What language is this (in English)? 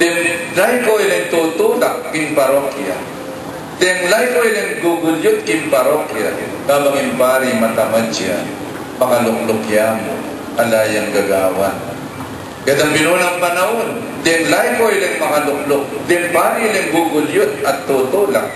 Pampanga